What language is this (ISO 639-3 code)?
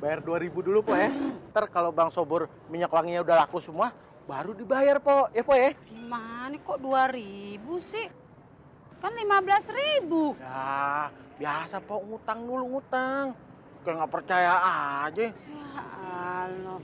bew